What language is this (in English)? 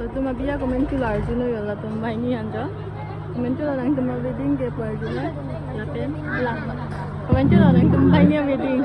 Karbi